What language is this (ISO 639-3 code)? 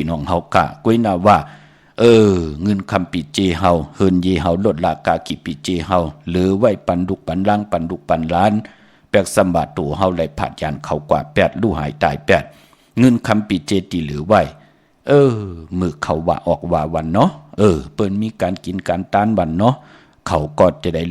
shn